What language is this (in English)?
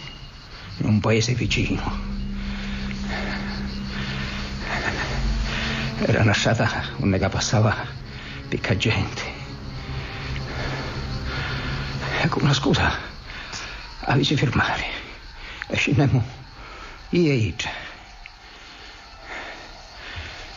Italian